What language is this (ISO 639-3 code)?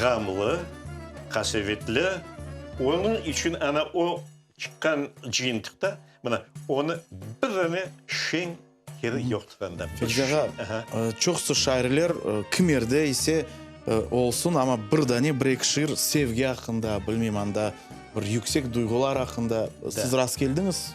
crh